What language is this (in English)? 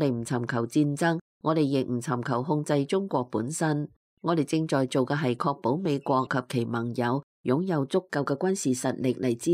Cantonese